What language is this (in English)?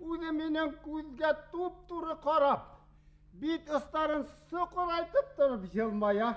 Bashkir